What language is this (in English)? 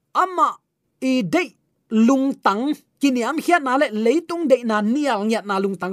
Tedim Chin